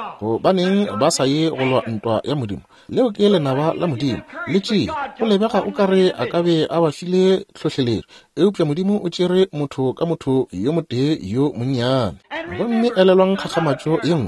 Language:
Northern Sotho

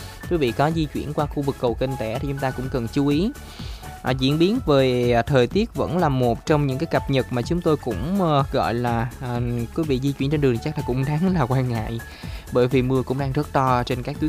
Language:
Vietnamese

